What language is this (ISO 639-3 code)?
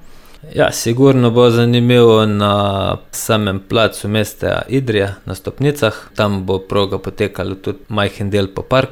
slv